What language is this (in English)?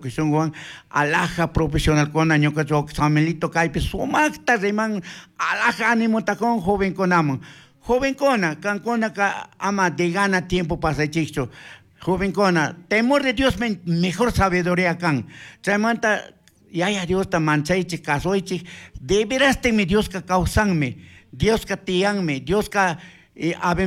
Chimborazo Highland Quichua